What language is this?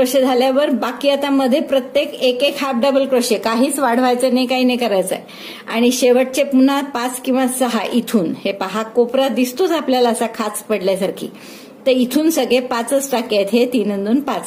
Marathi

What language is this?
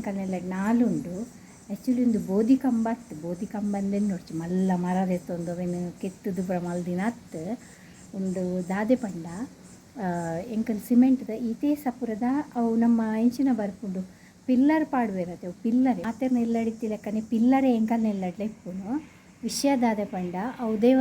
Tulu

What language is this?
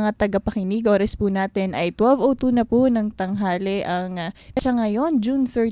Filipino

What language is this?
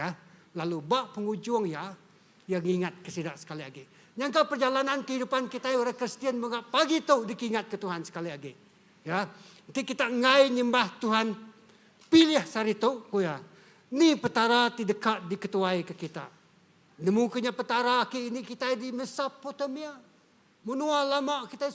Iban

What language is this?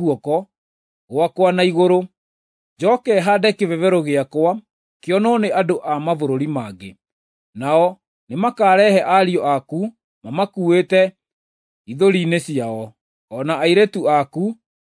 Kikuyu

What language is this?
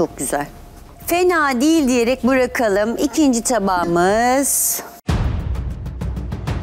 Turkish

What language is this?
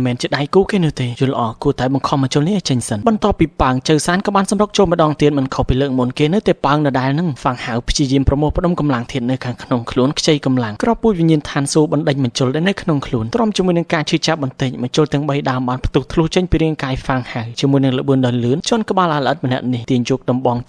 Khmer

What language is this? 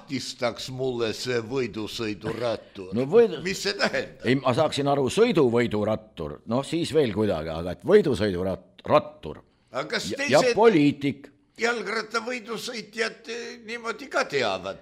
Estonian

